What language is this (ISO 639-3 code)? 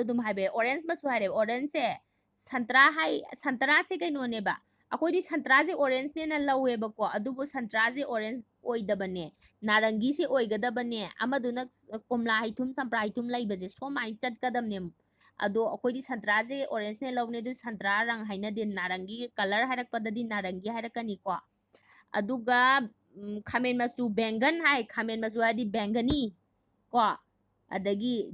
mni